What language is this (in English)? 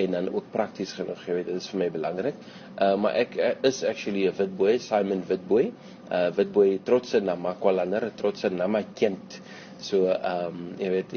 Afrikaans